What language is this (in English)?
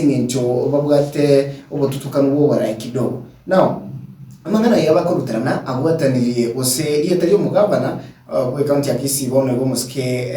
Gusii